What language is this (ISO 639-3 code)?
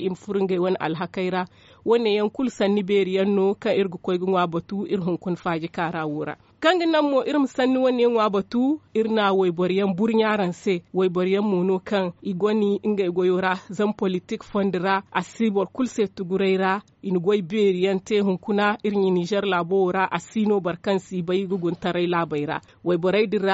dje